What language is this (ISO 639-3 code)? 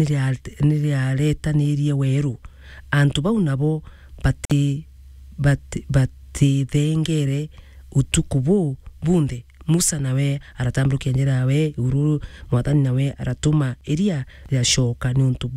mer